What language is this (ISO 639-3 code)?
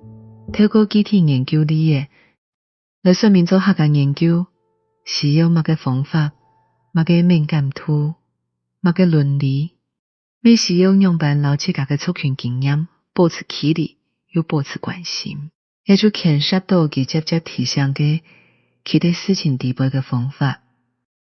hak